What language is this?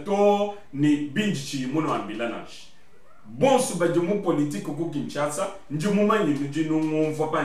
Luba-Lulua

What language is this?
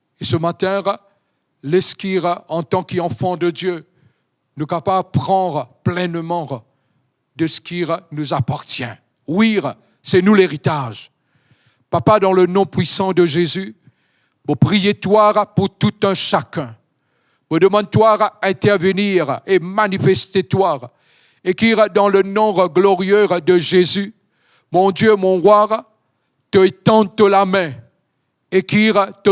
Morisyen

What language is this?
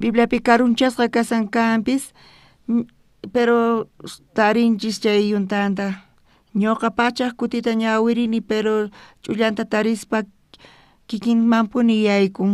South Bolivian Quechua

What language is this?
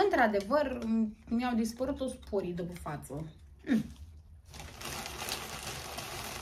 Romanian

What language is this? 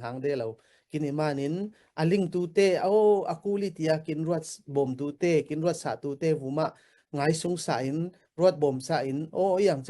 Falam Chin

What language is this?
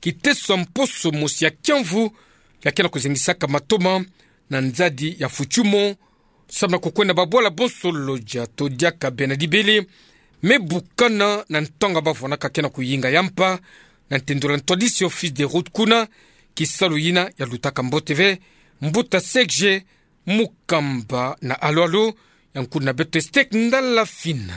Kituba (Democratic Republic of Congo)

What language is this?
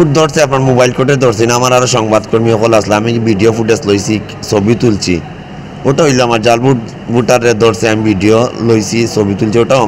Sylheti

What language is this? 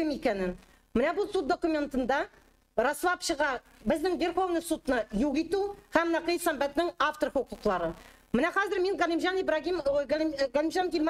Tatar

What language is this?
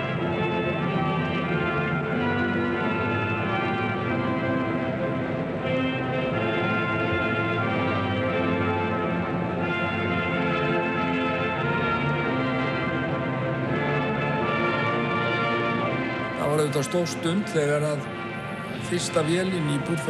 Icelandic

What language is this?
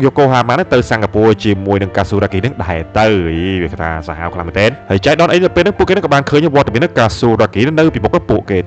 Khmer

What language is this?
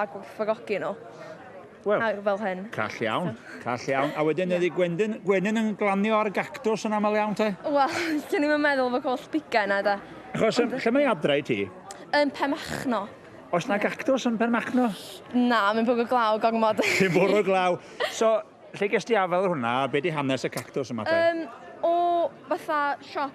Welsh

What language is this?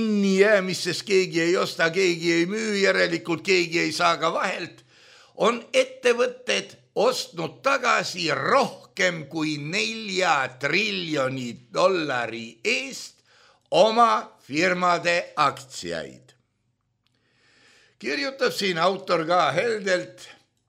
Estonian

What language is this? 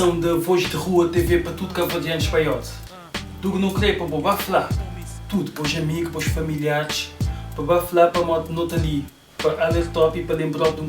Kabuverdianu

